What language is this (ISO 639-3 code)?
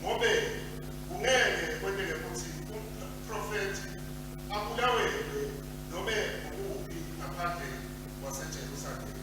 ssw